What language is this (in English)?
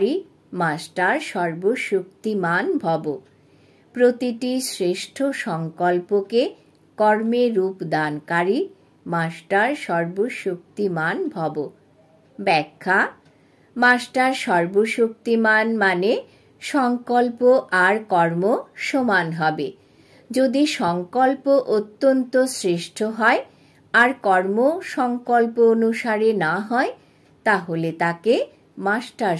Bangla